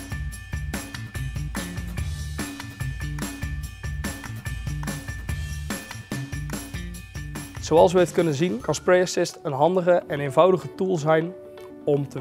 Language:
Dutch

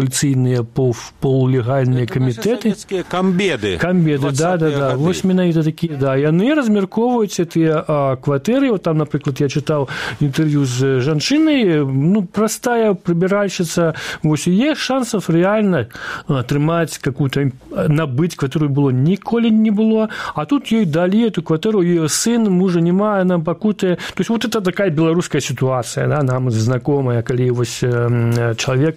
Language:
Belarusian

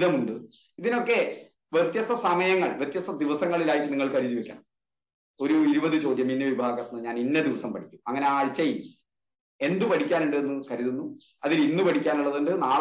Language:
Malayalam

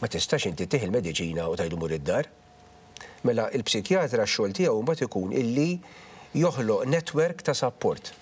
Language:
Maltese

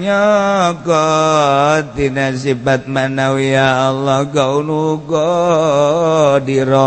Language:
Sundanese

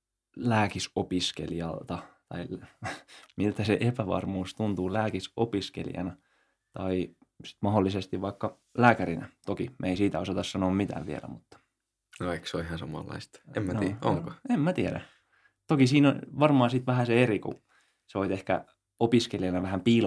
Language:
Finnish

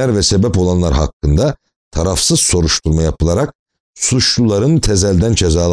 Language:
Turkish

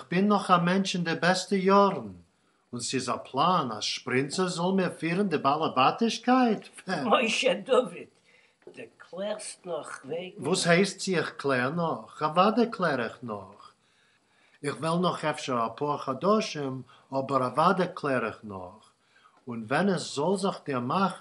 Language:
Yiddish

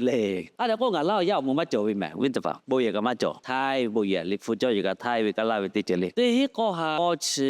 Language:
Lahu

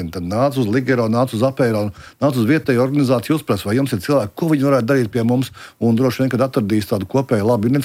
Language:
Latvian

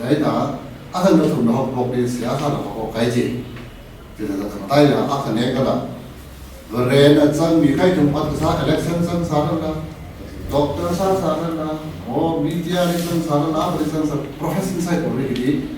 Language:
Tangkhul Naga (India)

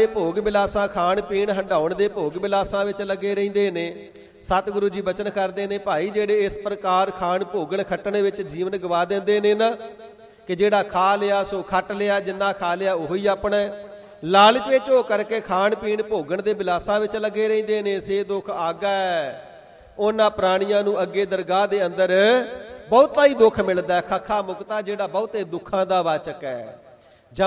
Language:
Punjabi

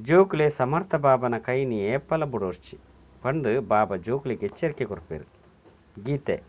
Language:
Tulu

